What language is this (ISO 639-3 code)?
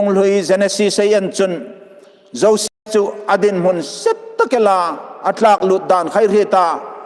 hmr